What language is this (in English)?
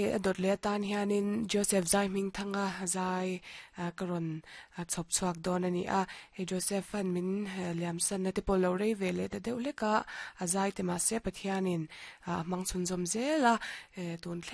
Mizo